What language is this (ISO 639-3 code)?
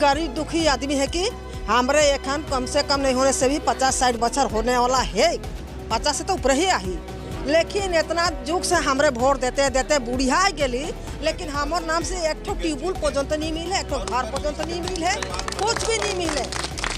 sck